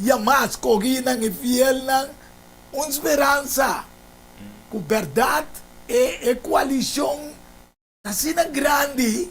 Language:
Papiamento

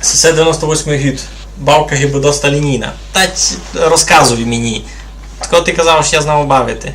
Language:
Rusyn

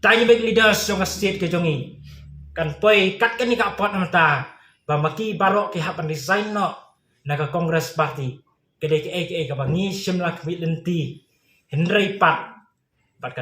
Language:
Khasi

